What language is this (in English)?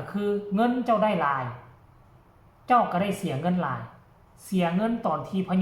Lao